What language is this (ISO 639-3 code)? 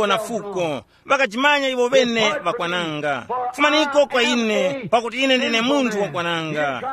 tum